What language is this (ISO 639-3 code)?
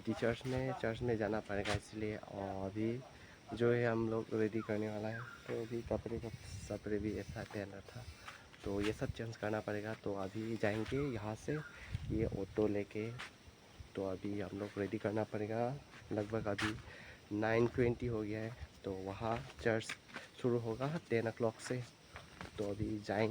mjw